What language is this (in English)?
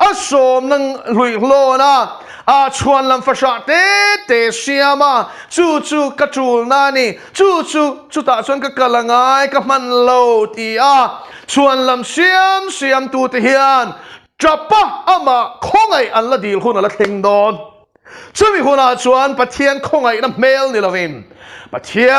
Mizo